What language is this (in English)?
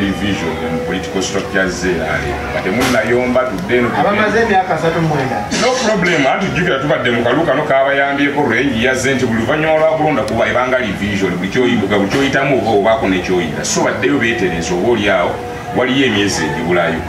Ganda